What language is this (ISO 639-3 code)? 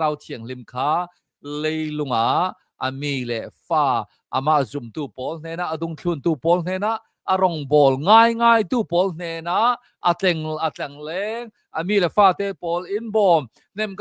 cnh